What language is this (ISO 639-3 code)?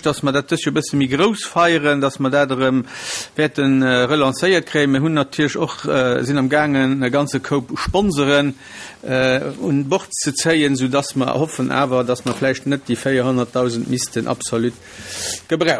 ltz